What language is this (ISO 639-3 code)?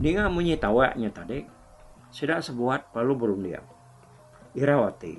iba